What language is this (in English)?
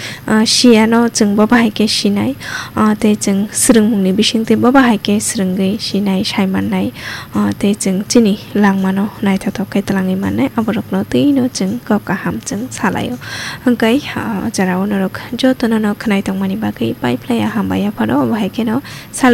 Kok Borok